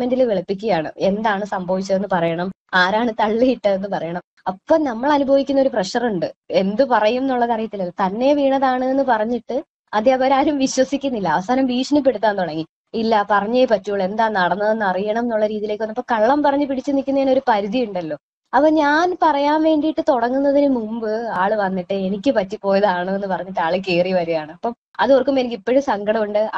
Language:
Malayalam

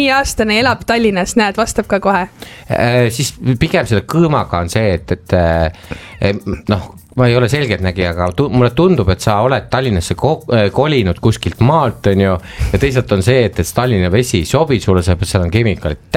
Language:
Estonian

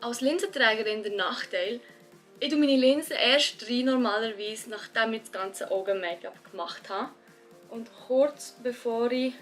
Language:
Swiss German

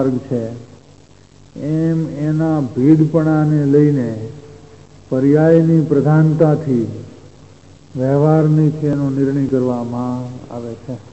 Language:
Gujarati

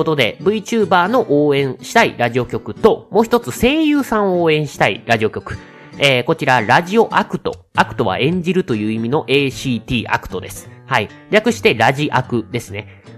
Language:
Japanese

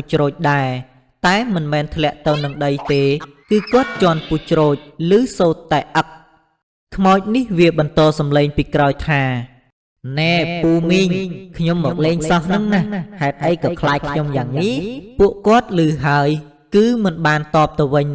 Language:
Khmer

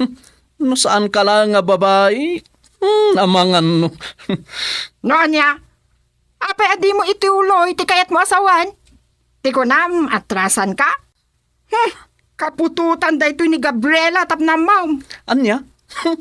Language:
Iloko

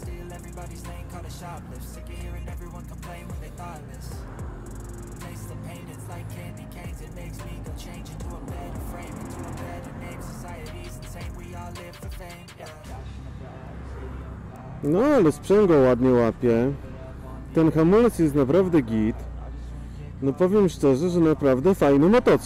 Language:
Polish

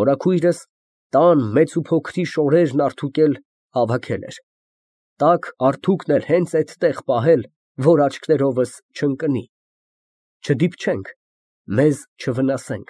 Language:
Armenian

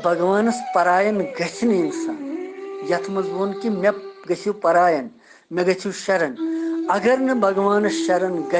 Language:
Kashmiri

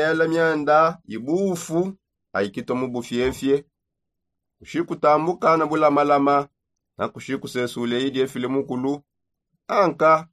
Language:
Songe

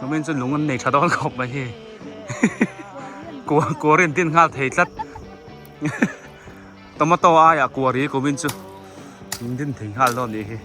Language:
Biete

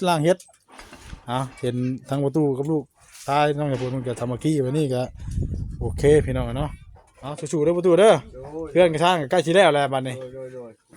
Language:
Northeastern Thai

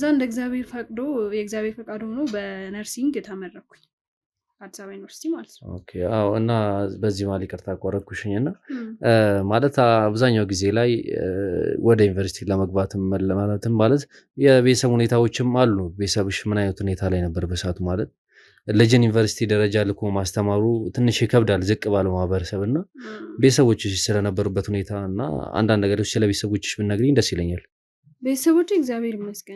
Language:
Amharic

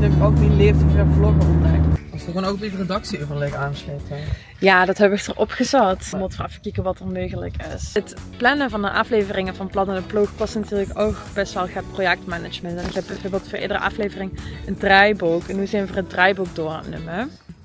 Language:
Limburgish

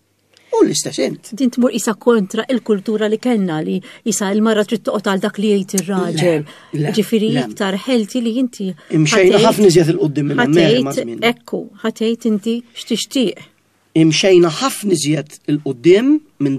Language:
Maltese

